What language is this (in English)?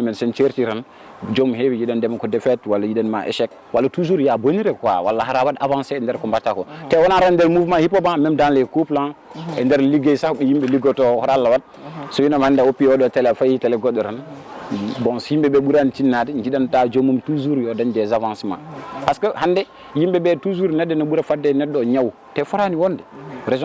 Fula